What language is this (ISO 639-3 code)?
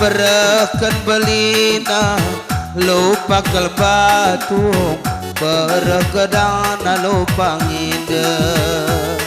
btx